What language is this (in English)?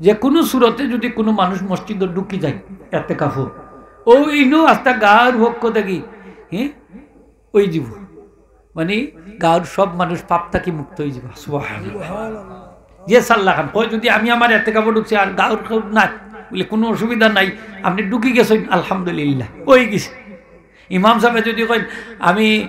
Sylheti